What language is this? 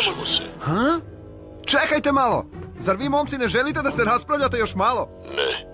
Serbian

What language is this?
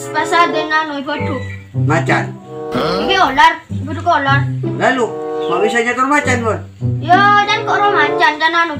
Madurese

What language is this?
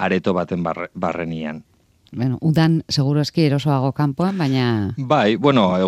Basque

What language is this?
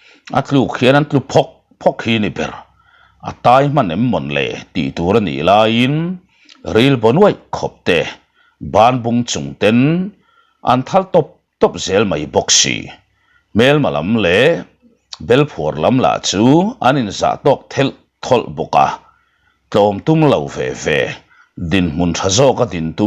Mizo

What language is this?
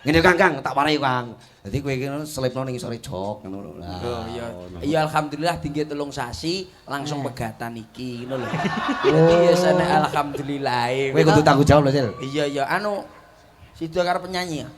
Javanese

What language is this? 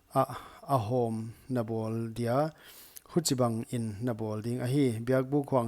Paite Chin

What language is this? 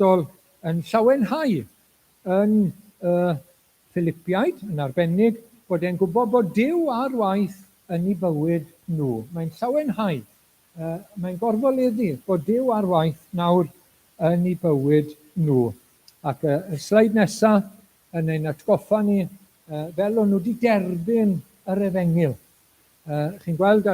Welsh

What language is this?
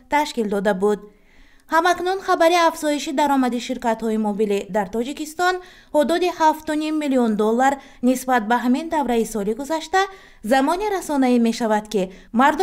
Tajik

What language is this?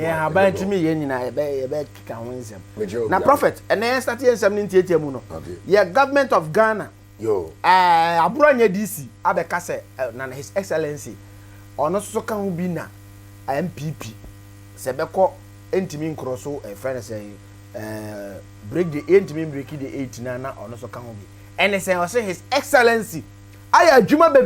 Akan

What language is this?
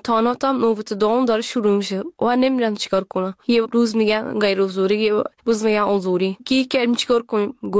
Persian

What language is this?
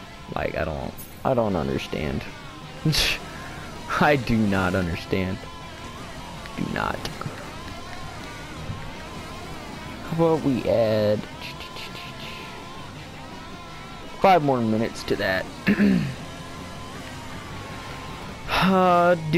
English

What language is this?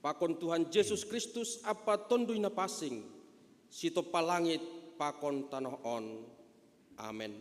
Batak Simalungun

